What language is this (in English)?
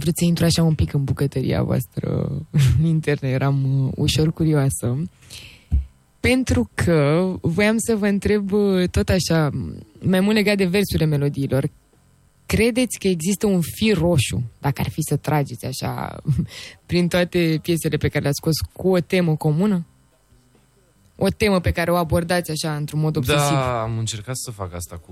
Romanian